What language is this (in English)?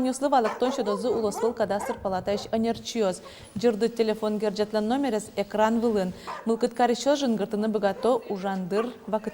Udmurt